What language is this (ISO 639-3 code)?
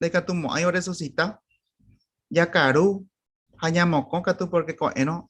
grn